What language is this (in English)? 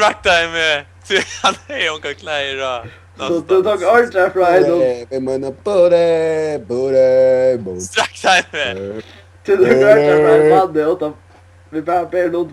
Faroese